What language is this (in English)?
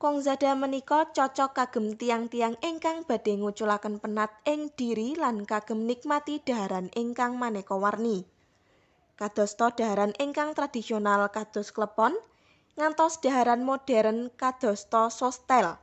Javanese